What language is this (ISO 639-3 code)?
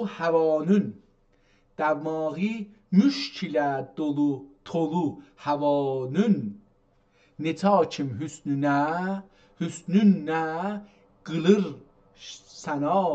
azb